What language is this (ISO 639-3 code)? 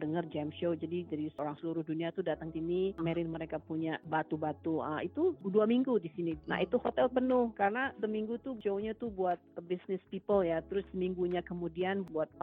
ind